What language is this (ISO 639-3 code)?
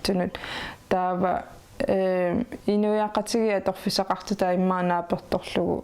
kal